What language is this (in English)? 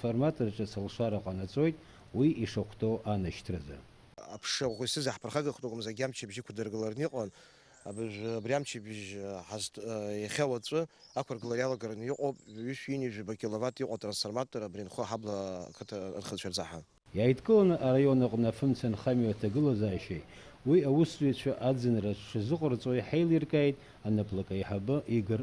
Abkhazian